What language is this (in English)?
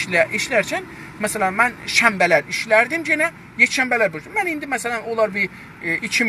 South Azerbaijani